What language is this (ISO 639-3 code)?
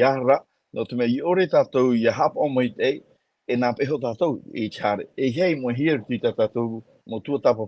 tah